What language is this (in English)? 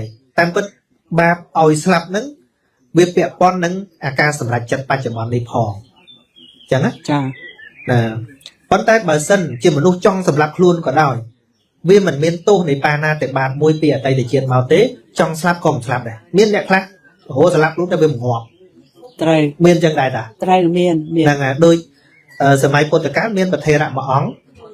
Khmer